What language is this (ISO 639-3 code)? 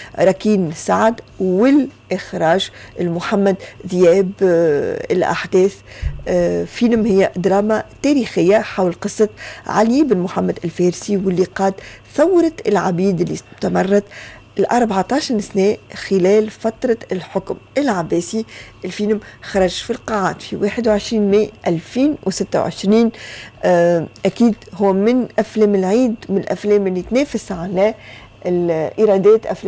aeb